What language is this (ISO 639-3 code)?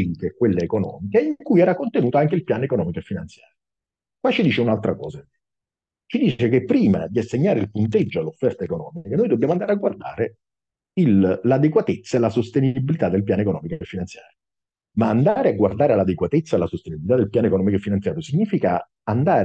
ita